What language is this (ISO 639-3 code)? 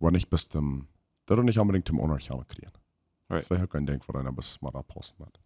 pdt